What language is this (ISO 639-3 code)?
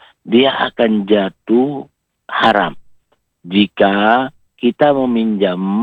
ind